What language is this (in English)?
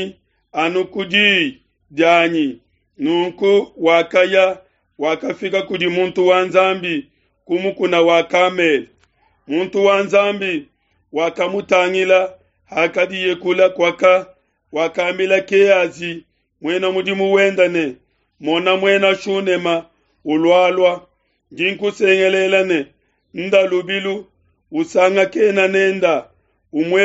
Luba-Lulua